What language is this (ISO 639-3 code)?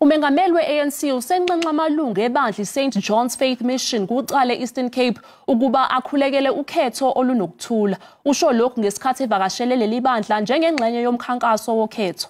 zul